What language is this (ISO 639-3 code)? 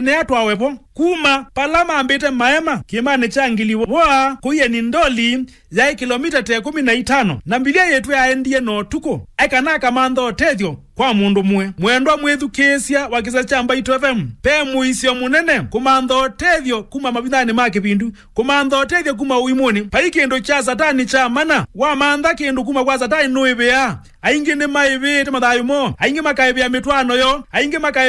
kam